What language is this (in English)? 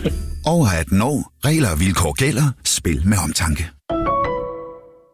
Danish